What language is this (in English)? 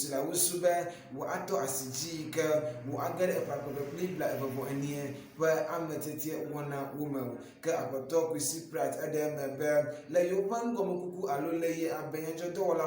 Ewe